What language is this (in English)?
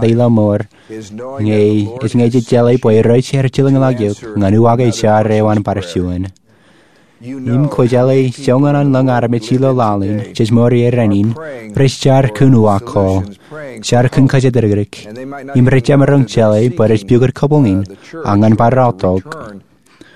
Marshallese